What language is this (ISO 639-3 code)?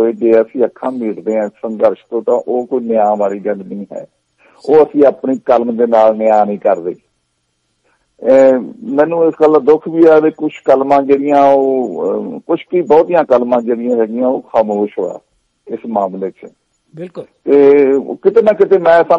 pan